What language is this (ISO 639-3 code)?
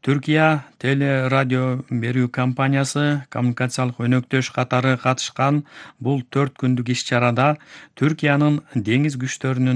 kir